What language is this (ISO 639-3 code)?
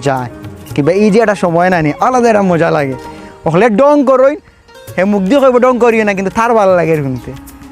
syl